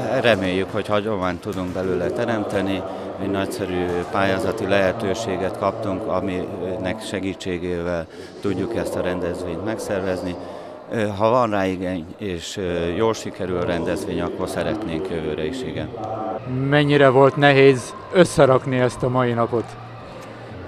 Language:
Hungarian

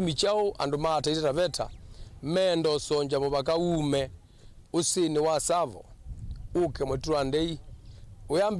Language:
Kamba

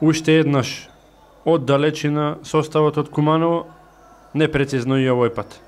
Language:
Macedonian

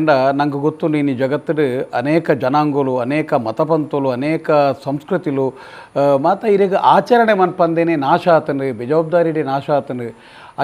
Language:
Tulu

